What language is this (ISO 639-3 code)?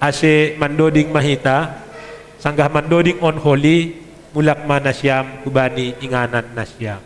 bts